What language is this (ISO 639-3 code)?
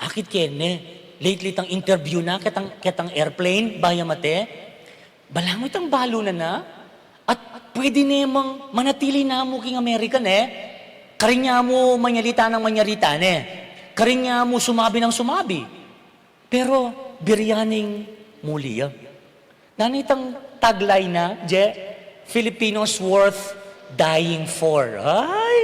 pam